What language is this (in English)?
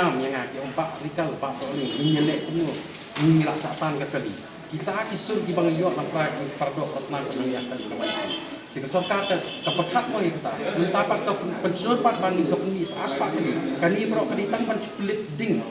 Khasi